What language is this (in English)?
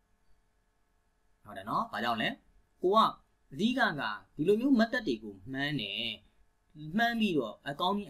Burmese